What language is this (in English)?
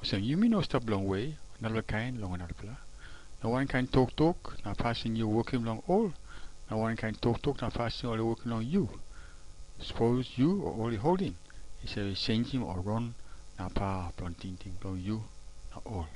Tok Pisin